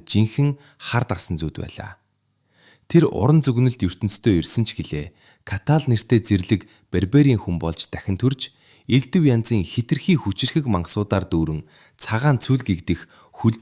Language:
Mongolian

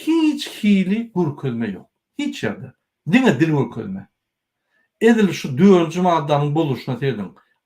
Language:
Turkmen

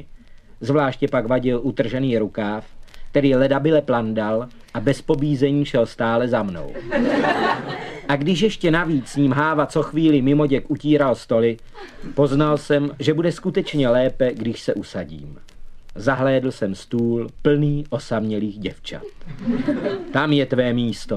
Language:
Czech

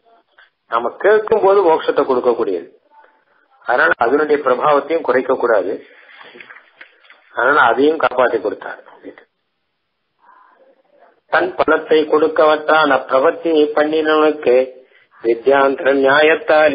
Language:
Tamil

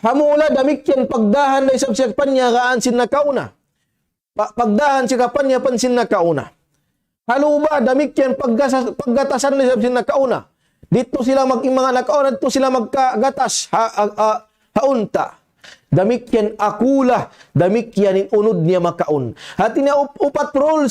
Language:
Tausug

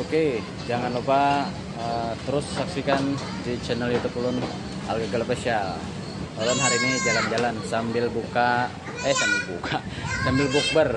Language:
Banjar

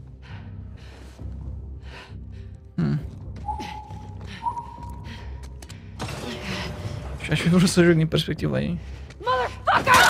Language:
Romanian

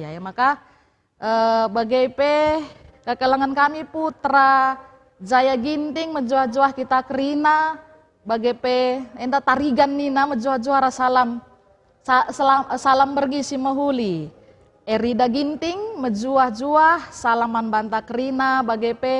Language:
Batak Karo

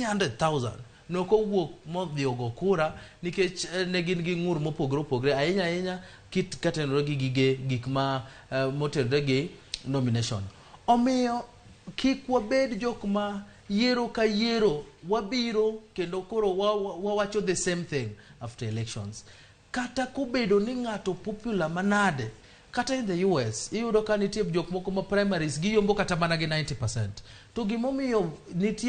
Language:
Luo (Kenya and Tanzania)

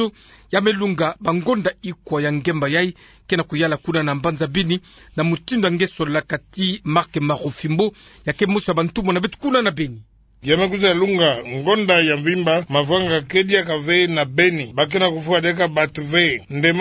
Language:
Kituba (Democratic Republic of Congo)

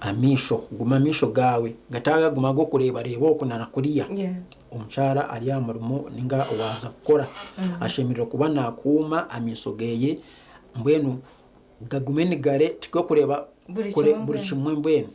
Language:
Nyankole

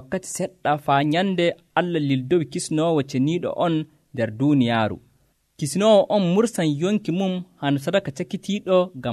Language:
Nigerian Fulfulde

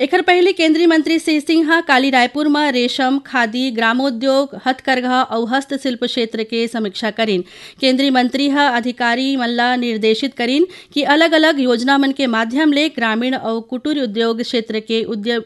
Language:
Chhattisgarhi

